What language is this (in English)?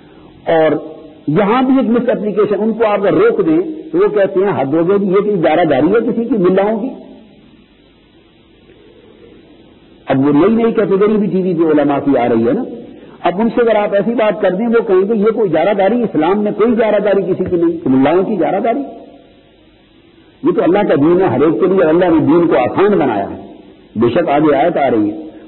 Urdu